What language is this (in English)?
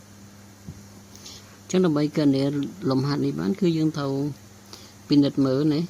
Khmer